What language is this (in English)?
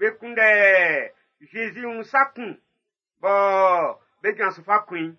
Baoulé